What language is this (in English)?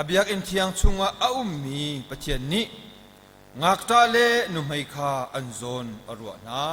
Hakha Chin